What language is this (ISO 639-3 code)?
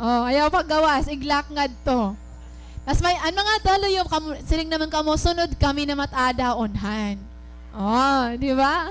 war